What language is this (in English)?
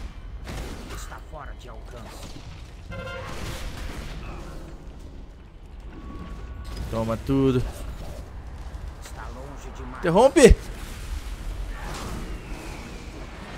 Portuguese